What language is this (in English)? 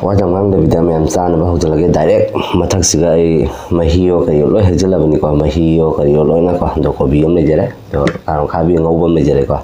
Manipuri